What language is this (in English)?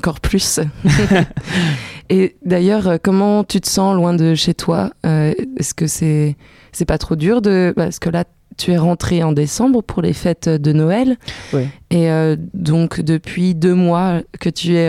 French